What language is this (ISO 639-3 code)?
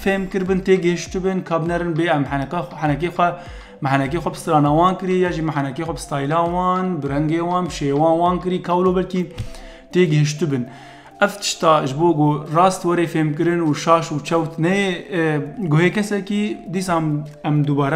kur